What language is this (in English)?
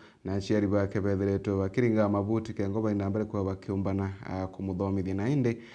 Meru